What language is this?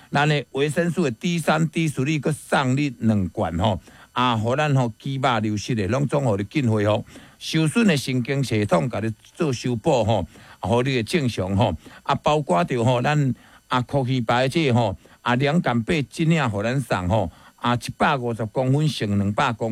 Min Nan Chinese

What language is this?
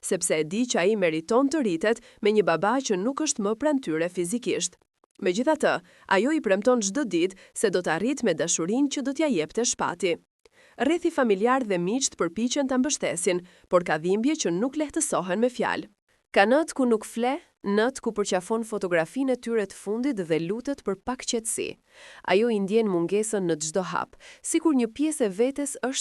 Albanian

